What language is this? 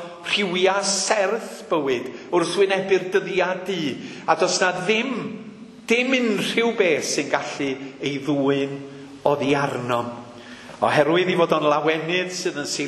Welsh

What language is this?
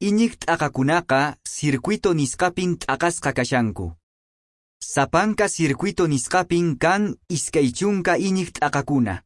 Quechua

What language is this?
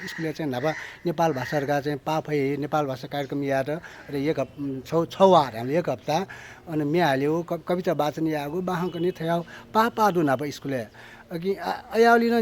Newari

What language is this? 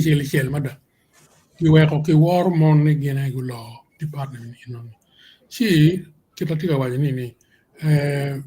Acoli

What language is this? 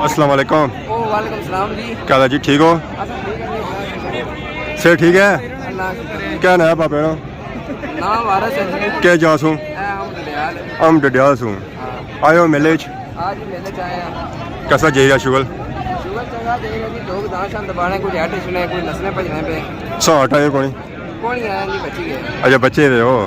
Pahari-Potwari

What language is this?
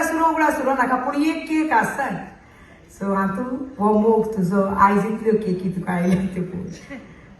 Konkani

